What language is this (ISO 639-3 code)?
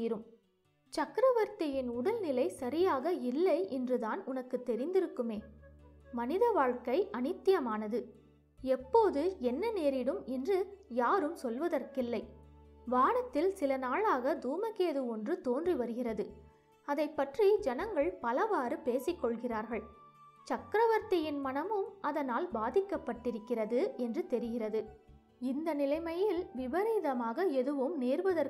tam